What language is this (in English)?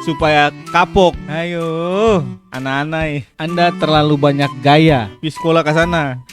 Ambonese Malay